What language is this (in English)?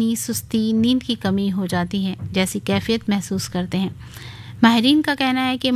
Urdu